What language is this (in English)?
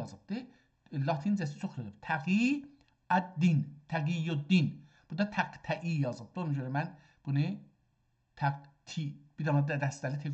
South Azerbaijani